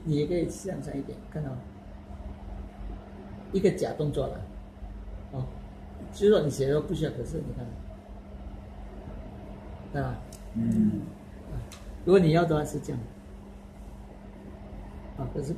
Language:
Chinese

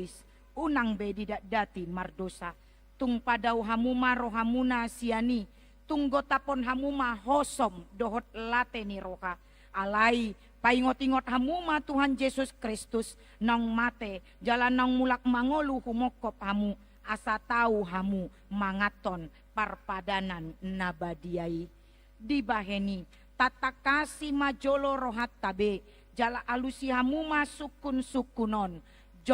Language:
Batak Toba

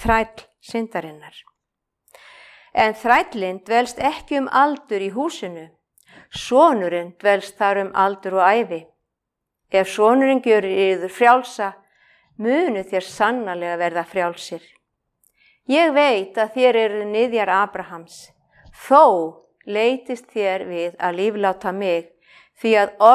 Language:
Icelandic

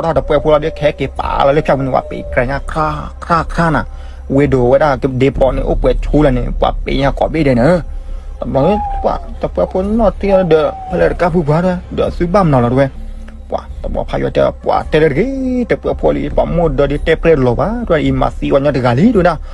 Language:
S'gaw Karen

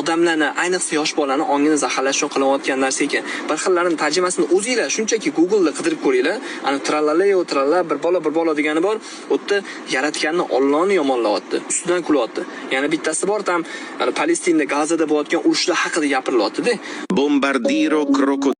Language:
Uzbek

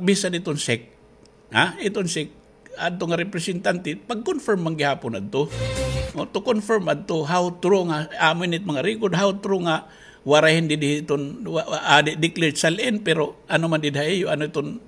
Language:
Waray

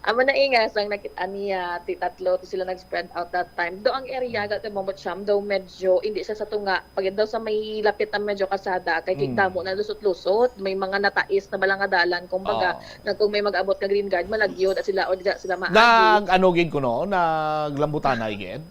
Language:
Hiligaynon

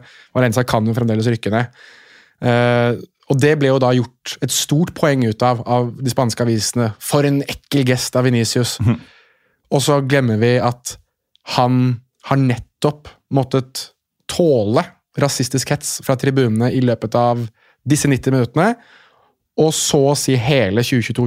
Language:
Norwegian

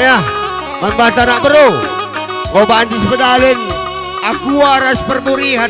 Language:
Batak Karo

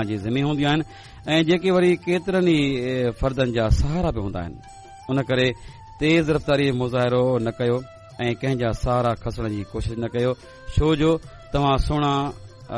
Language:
Sindhi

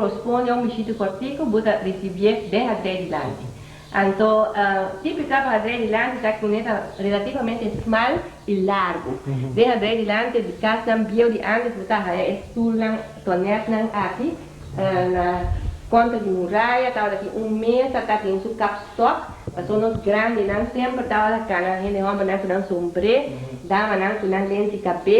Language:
Papiamento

